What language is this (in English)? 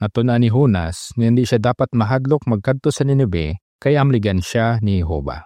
Hiligaynon